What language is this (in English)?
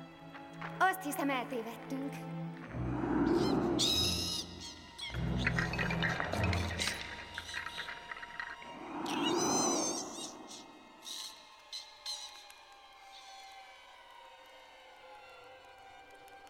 Hungarian